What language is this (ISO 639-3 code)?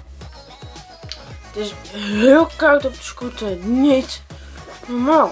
nld